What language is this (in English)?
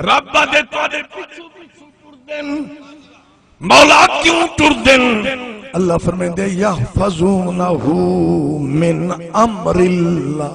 Saraiki